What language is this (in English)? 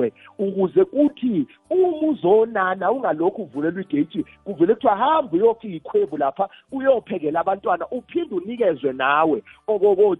Zulu